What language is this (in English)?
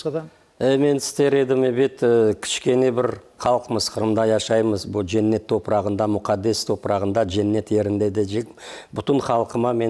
Crimean Tatar